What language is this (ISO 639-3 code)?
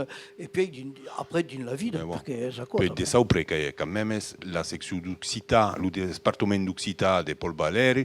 oci